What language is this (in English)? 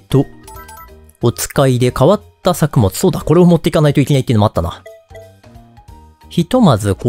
Japanese